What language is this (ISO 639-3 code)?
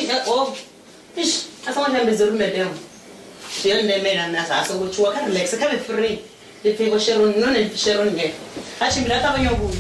ven